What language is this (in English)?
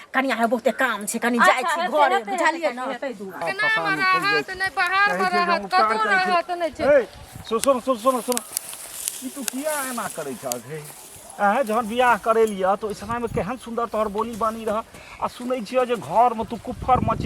Maithili